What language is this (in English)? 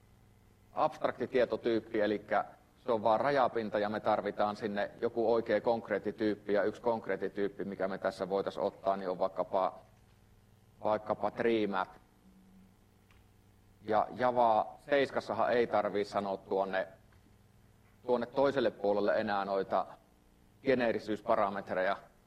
Finnish